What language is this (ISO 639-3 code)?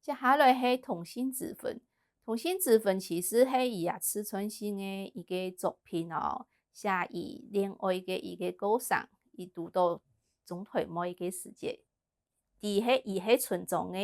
hak